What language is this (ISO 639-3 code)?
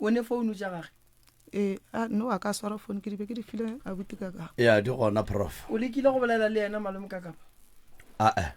nso